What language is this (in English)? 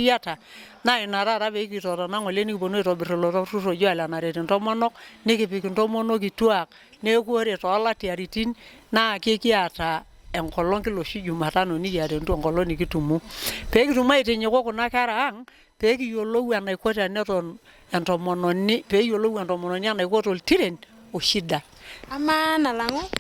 Masai